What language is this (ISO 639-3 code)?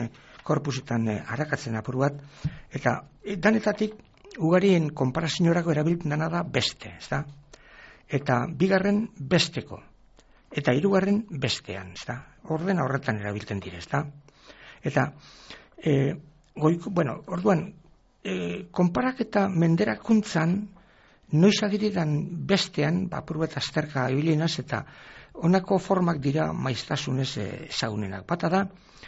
eus